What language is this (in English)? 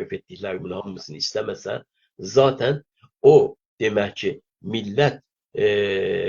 South Azerbaijani